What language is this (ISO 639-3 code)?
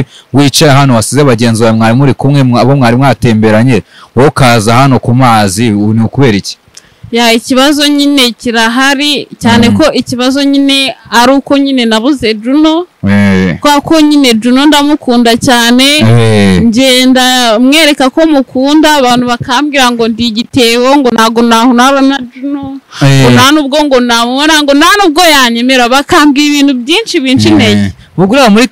kin